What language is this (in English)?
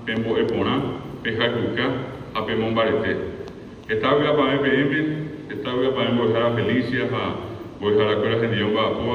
Guarani